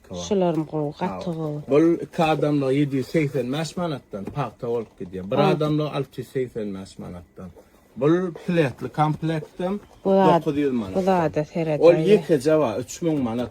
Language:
Turkmen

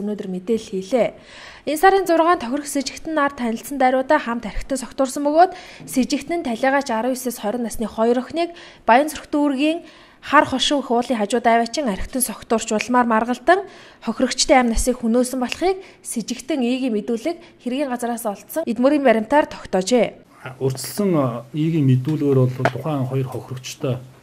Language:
Mongolian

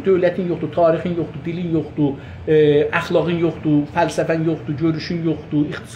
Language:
South Azerbaijani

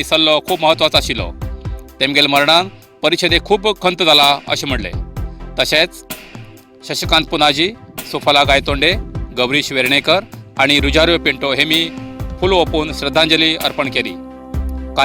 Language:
Konkani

